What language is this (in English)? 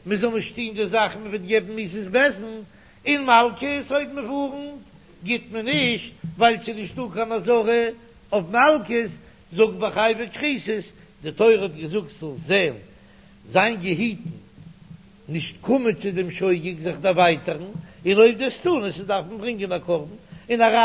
Yiddish